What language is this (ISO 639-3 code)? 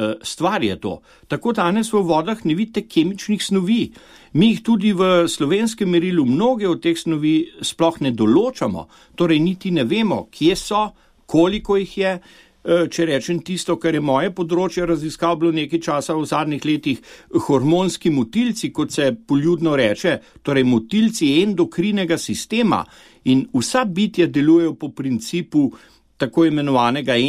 slv